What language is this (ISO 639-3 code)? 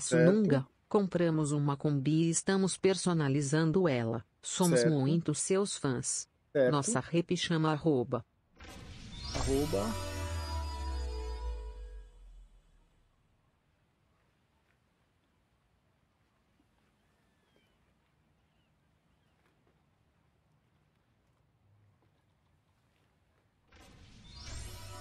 por